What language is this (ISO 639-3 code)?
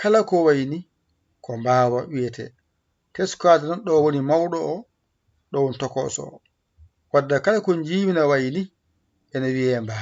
ful